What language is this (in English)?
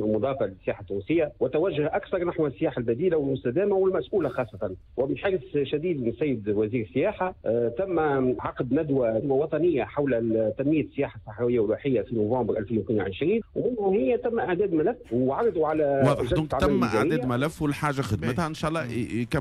Tunisian Arabic